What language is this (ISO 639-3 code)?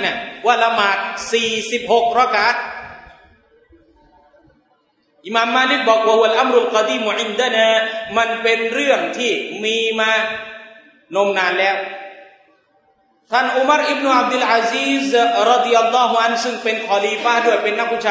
tha